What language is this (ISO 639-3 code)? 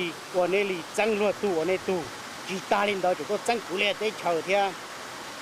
hmn